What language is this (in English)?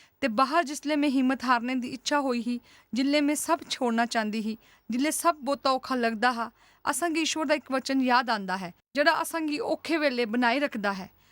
Dogri